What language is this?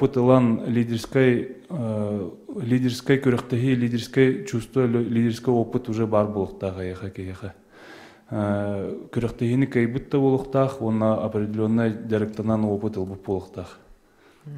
Yakut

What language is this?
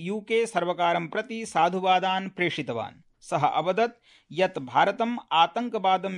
Sanskrit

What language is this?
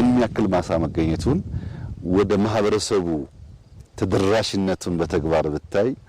Amharic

